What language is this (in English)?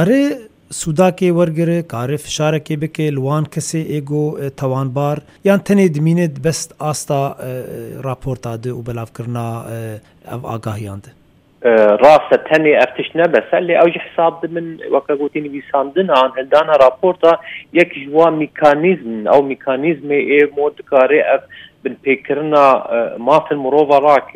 Kurdish